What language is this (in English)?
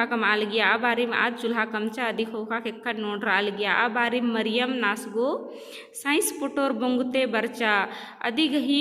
Kurukh